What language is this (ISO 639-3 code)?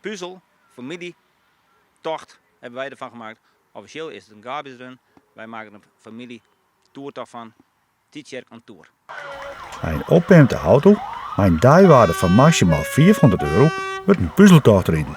fry